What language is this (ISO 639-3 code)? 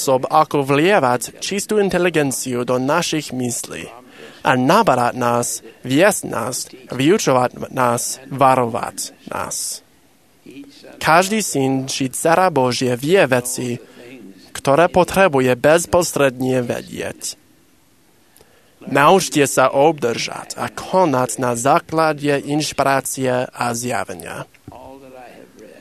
slk